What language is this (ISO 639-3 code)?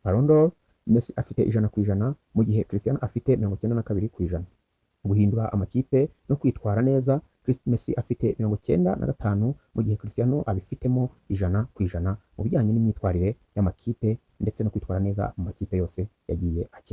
kin